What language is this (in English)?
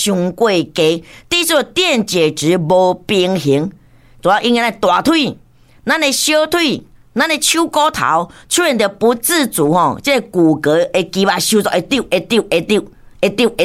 Min Nan Chinese